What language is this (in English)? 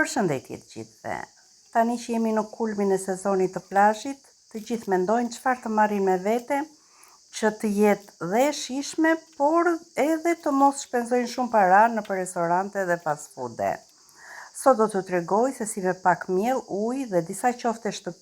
Albanian